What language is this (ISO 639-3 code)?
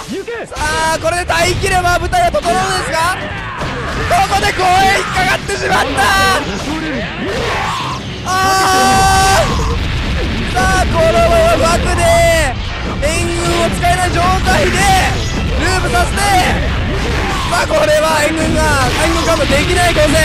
jpn